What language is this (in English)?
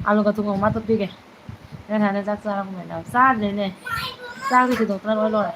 Manipuri